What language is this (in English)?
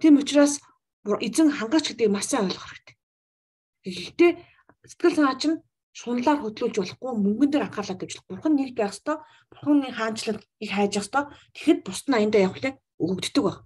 Mongolian